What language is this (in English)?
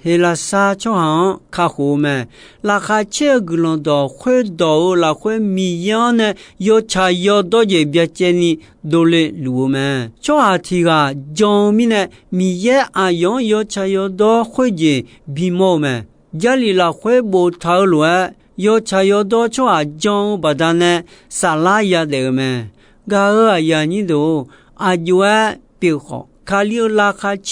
Akha